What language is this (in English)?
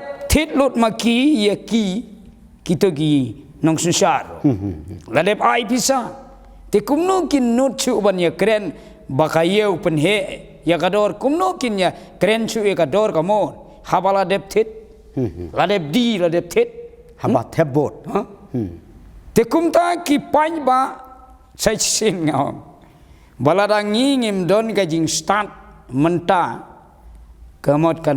Khasi